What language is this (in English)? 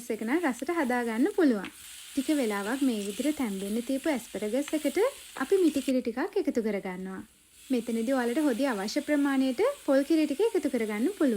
Sinhala